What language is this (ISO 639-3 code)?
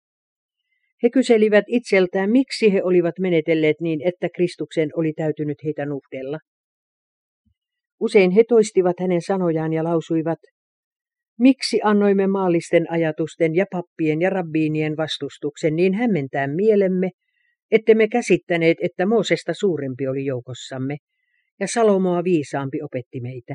fin